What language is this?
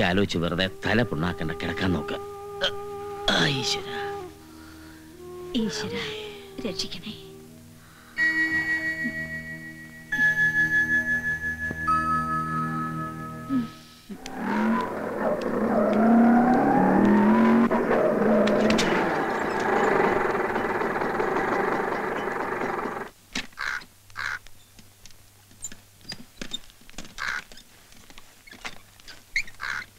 Malayalam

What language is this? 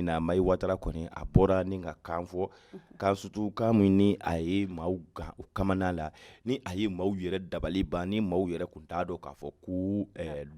Bambara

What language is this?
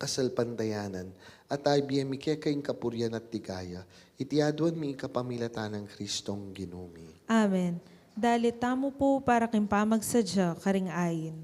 Pampanga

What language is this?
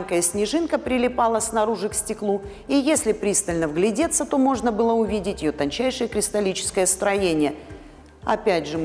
Russian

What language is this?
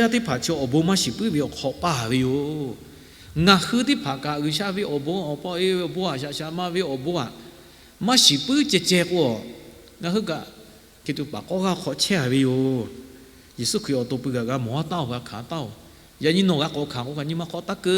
Lahu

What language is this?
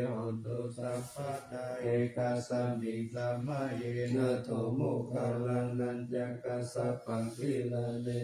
Pali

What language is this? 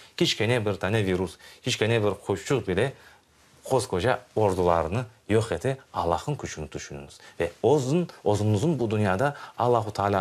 Crimean Tatar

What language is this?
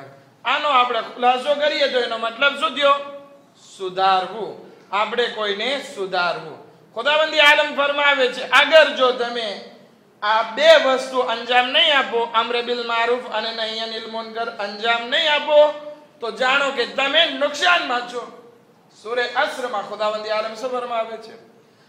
Gujarati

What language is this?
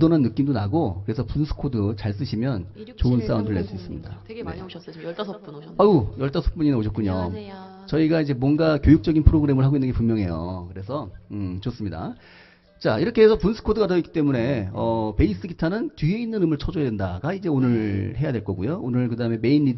Korean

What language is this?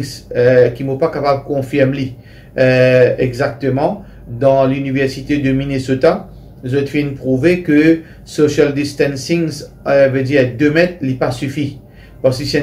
Morisyen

